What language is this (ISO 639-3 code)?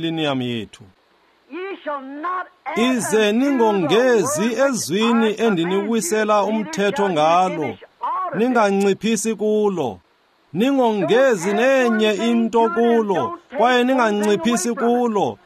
xho